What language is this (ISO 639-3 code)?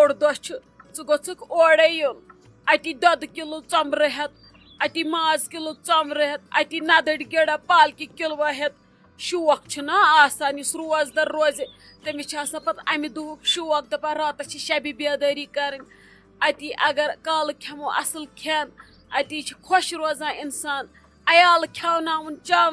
kas